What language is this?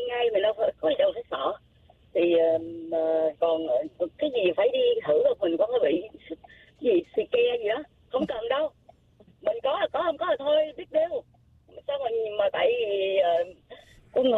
Vietnamese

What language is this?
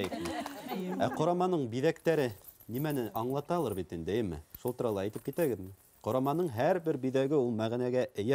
Bashkir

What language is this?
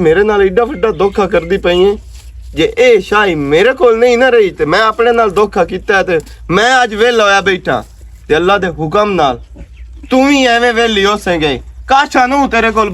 Western Panjabi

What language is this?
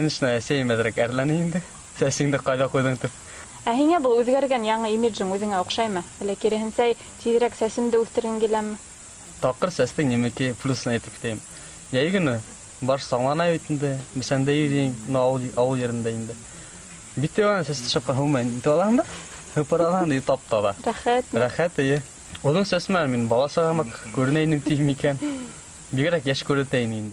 Bashkir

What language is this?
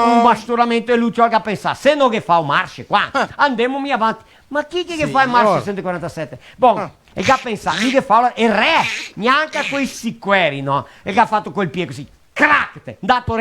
Venetian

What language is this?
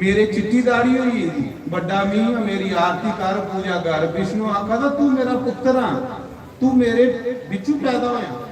Dogri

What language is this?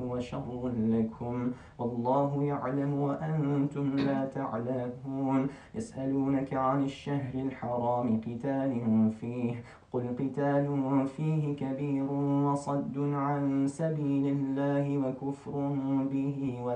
Arabic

